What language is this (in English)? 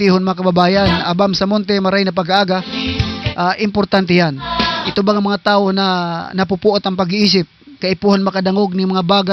Southern Catanduanes Bikol